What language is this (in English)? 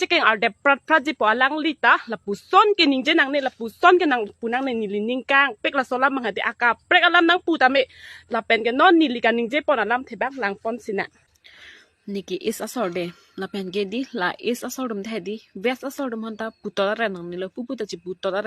Karbi